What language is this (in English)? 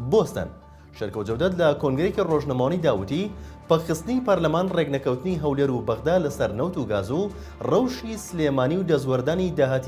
Central Kurdish